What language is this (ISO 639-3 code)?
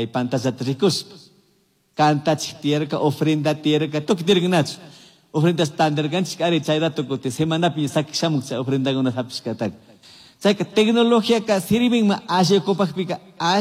qug